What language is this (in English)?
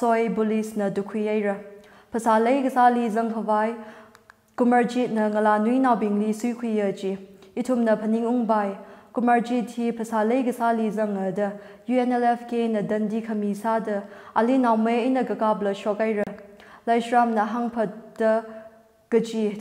Tangkhul Naga (India)